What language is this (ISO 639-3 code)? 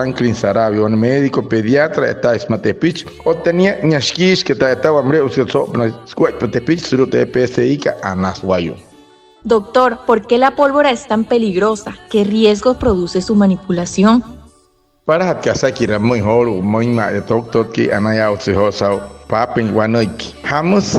guc